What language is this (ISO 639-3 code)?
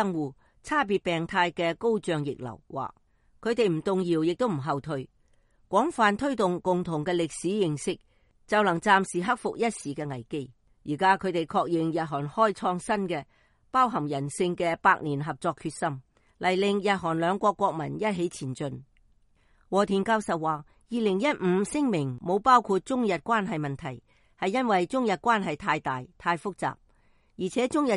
yue